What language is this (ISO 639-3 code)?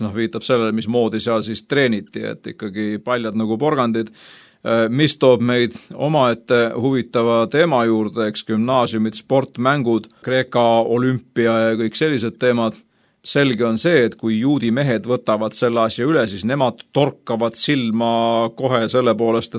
est